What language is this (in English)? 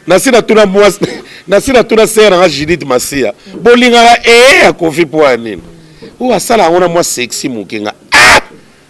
Lingala